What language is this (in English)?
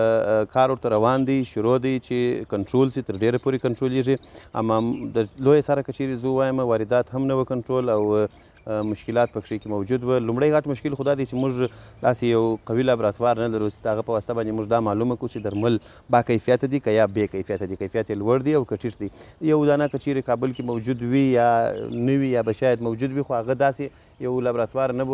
Pashto